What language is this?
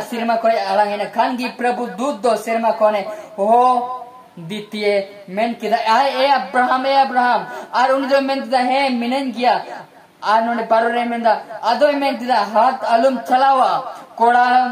Santali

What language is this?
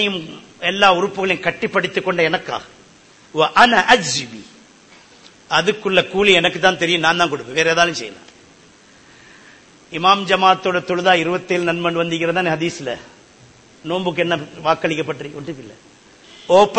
Tamil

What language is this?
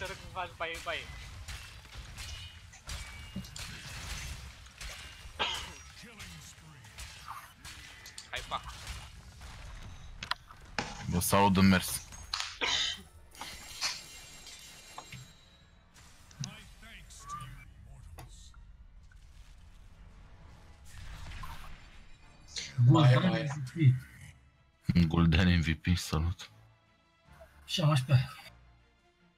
Romanian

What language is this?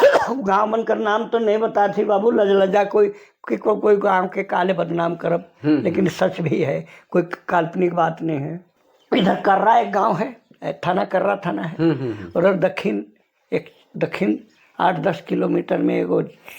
Sadri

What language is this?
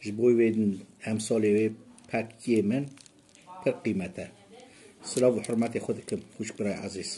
Kurdish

